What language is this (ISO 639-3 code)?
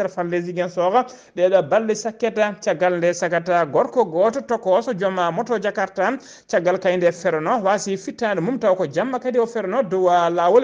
ful